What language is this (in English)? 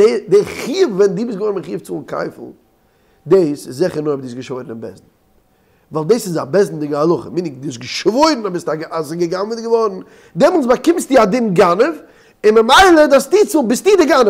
Yiddish